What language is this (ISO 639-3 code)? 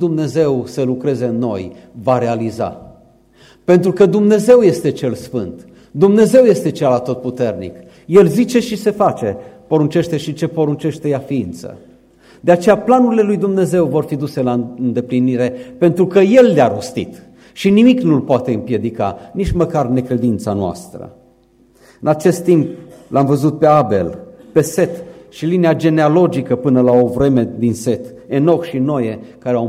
ron